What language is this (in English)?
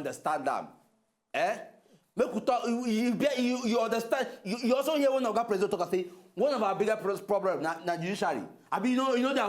Nigerian Pidgin